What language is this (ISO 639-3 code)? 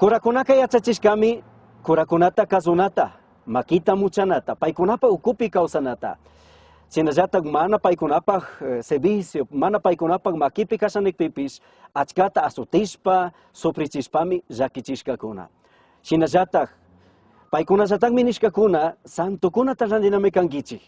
qug